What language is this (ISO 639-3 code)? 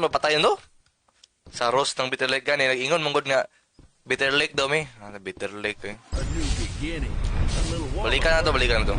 ceb